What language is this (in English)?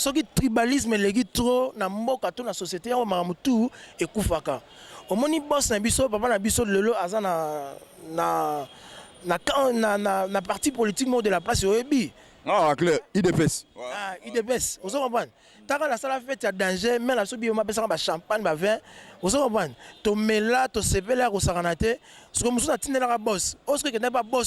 Lingala